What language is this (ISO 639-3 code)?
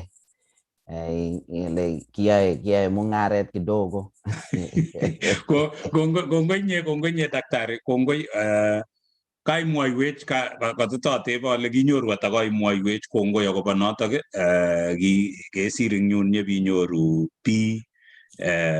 kln